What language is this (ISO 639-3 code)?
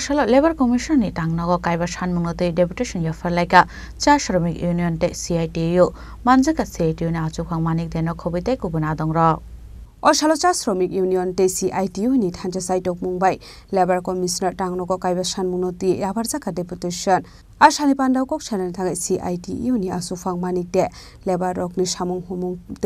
trp